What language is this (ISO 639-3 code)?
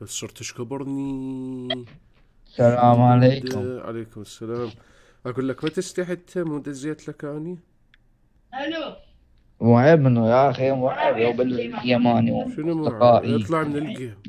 acm